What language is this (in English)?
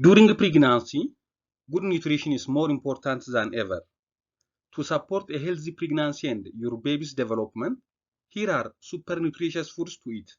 English